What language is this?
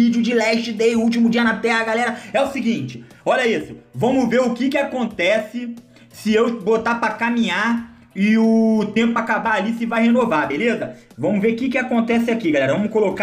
Portuguese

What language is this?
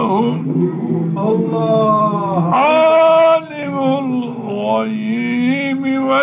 Zaza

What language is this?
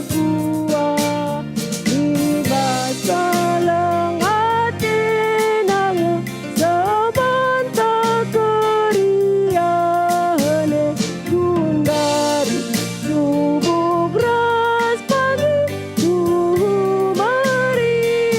Batak Karo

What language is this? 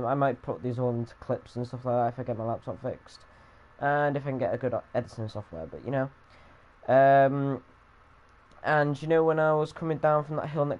English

